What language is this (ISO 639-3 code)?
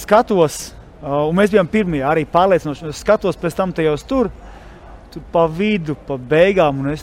lav